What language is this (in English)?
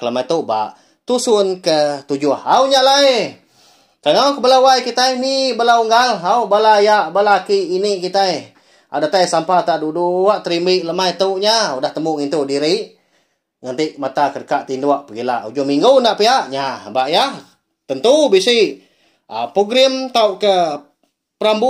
Iban